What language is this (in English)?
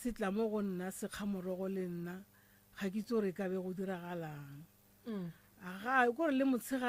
Northern Sotho